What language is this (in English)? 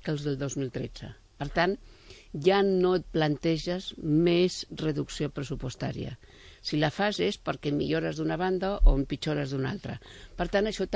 Catalan